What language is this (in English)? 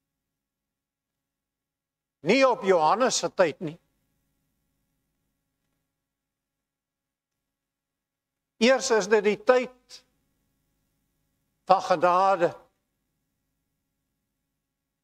Afrikaans